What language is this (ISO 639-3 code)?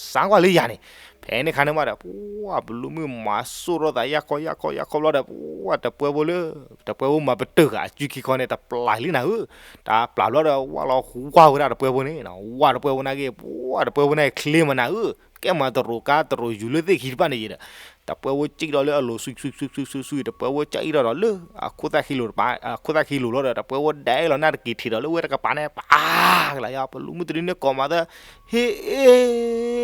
ksw